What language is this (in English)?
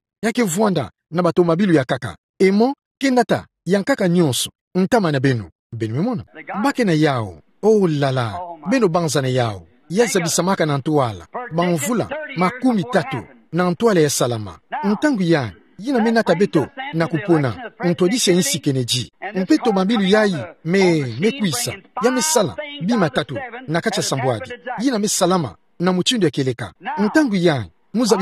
Kituba (Democratic Republic of Congo)